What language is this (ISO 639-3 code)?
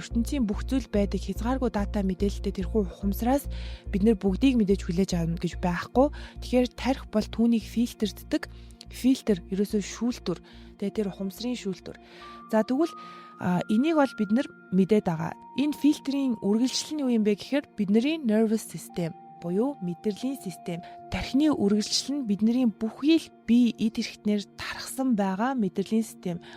mon